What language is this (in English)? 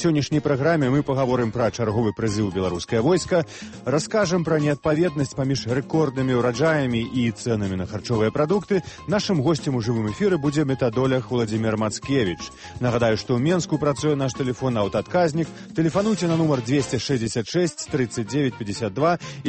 Belarusian